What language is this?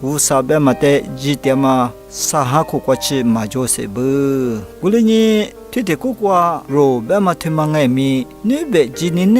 Lisu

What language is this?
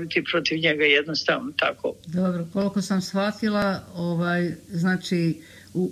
Bosnian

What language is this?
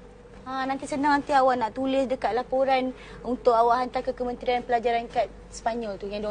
Malay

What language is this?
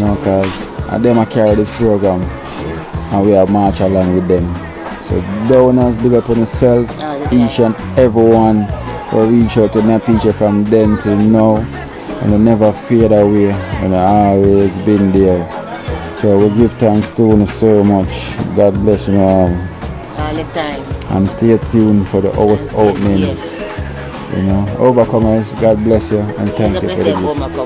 Jamaican Creole English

